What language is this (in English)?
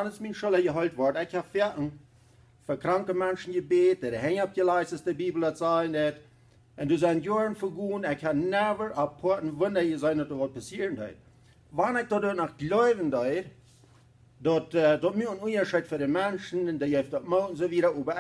Plautdietsch